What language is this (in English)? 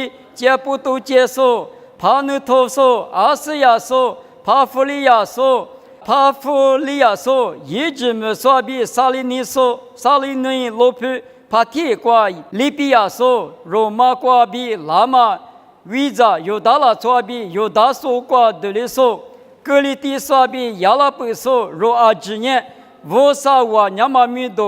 Lisu